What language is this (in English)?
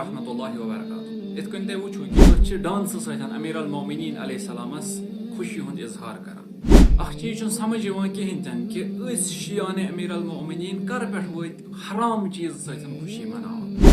Kashmiri